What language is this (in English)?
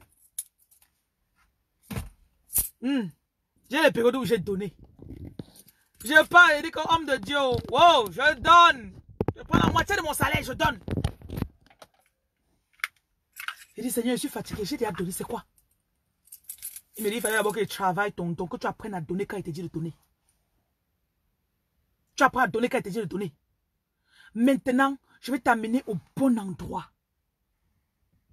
French